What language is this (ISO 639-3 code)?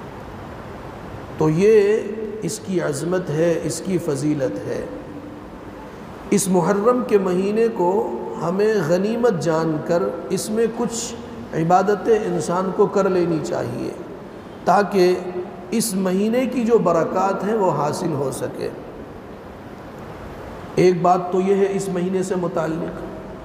urd